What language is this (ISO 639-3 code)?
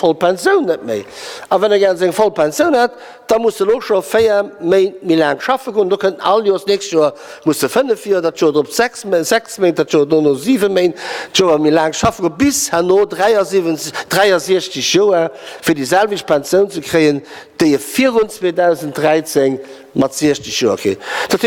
ltz